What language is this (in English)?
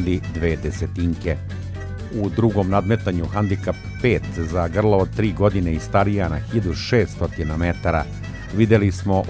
Serbian